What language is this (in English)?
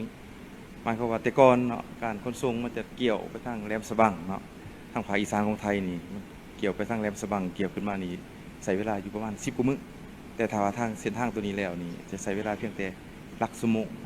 Lao